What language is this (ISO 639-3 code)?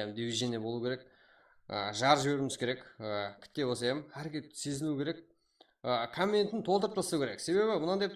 kaa